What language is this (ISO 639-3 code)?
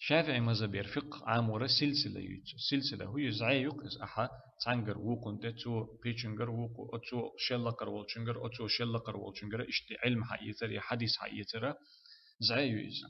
che